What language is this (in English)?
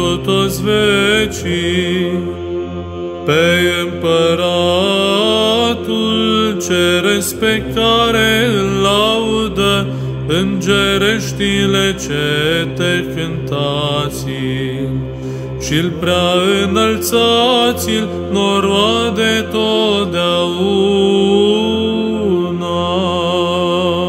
Romanian